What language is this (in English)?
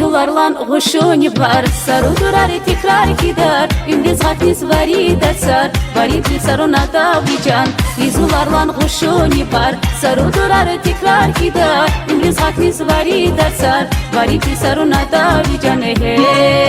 Tabassaran